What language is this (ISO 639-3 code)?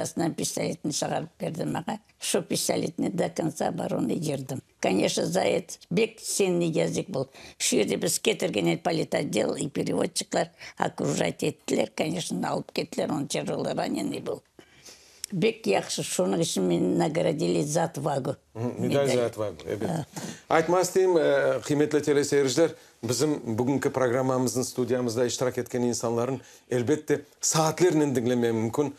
crh